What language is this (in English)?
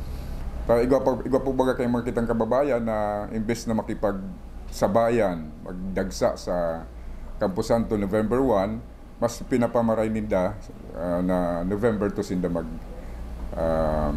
Bikol